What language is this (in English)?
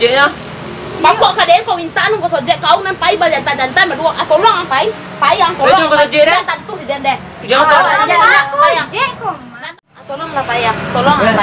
Minangkabau